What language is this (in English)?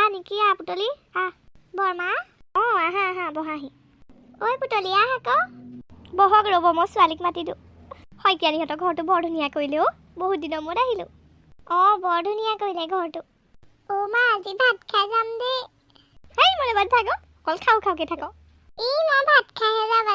Assamese